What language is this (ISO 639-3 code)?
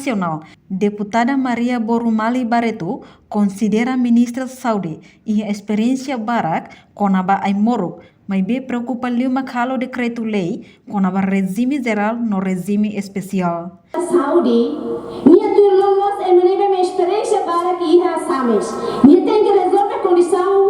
tet